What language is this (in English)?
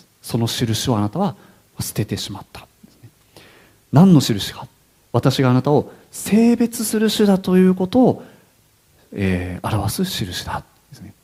Japanese